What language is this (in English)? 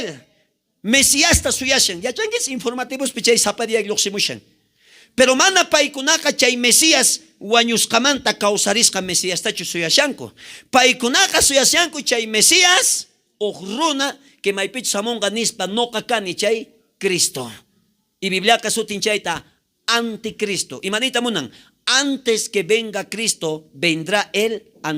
South Bolivian Quechua